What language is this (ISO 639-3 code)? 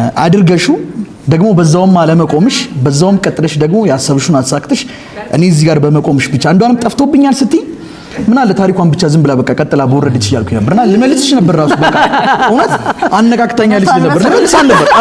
amh